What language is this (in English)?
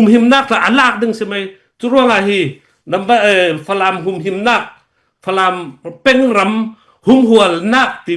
Falam Chin